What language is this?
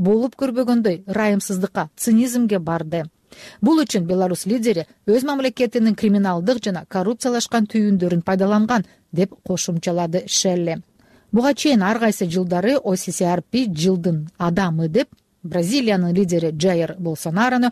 Kyrgyz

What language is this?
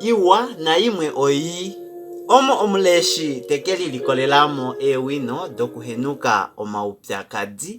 Kuanyama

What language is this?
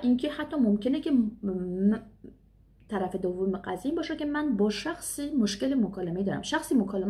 Persian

